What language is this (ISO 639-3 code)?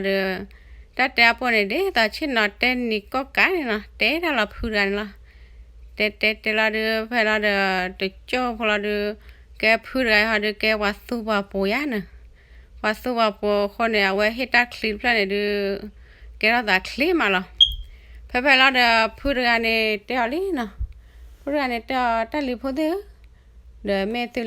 ksw